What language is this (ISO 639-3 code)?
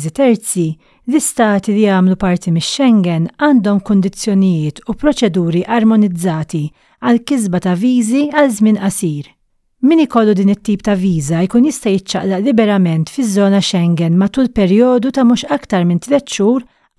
mlt